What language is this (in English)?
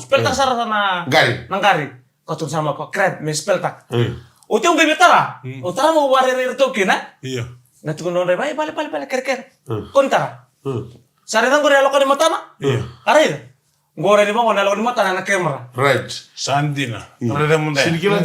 Fijian